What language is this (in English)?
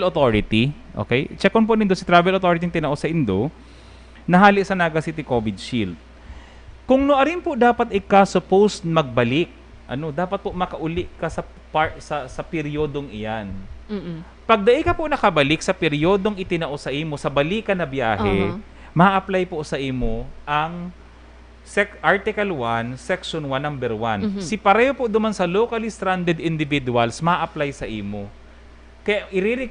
Bikol